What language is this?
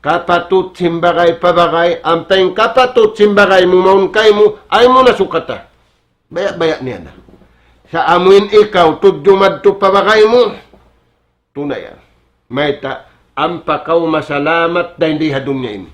Tausug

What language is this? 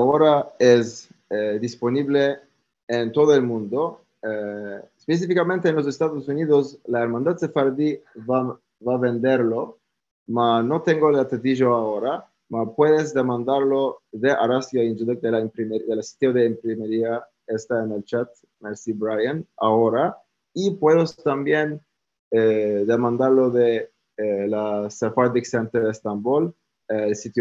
Ladino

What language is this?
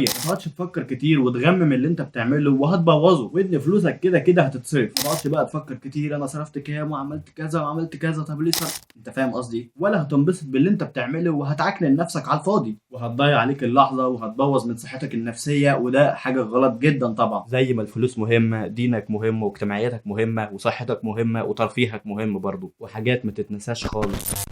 Egyptian Arabic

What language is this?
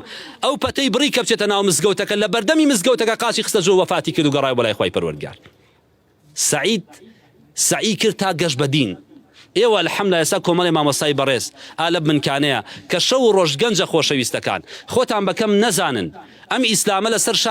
Central Kurdish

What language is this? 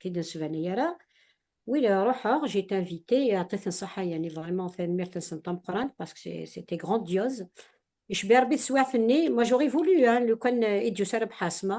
Kabyle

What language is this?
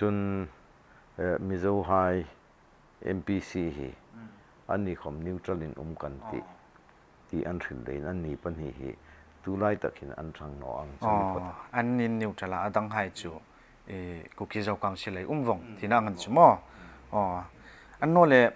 Hmar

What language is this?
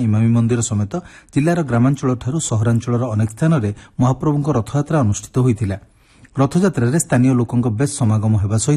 Odia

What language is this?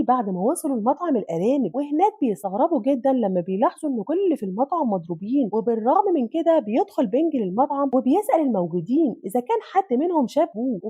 Egyptian Arabic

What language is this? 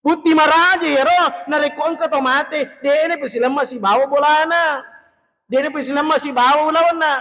Buginese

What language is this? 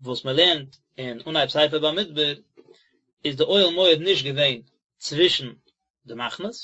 Yiddish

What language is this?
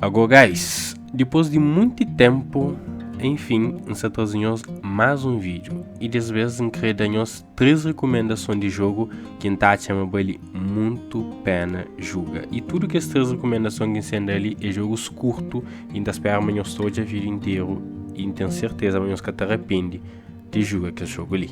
Kabuverdianu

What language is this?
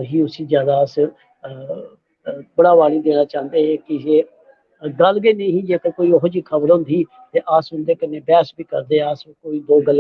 Dogri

